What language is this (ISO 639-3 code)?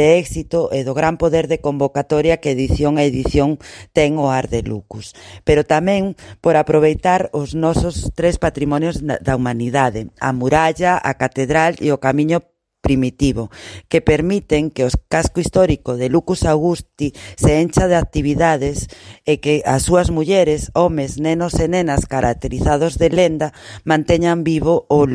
glg